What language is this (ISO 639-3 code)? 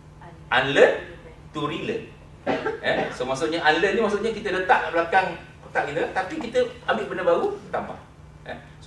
msa